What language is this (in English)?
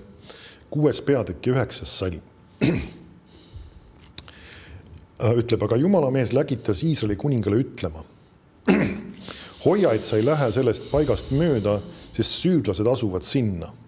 Estonian